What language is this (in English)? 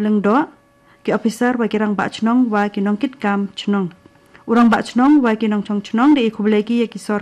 Khasi